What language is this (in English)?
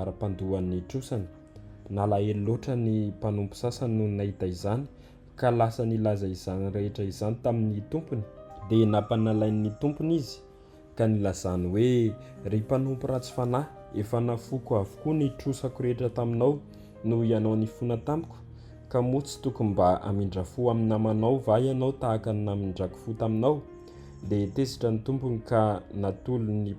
Malagasy